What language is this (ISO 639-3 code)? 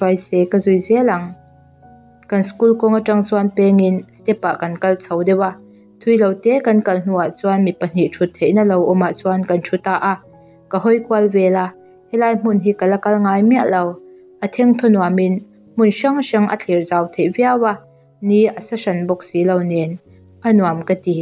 lus